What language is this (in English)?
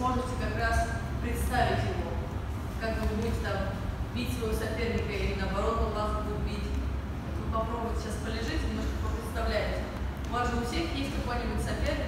Russian